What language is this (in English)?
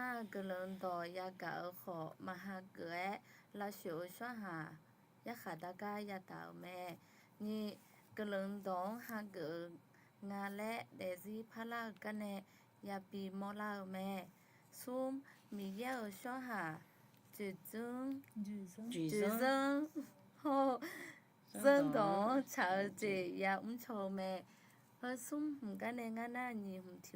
Akha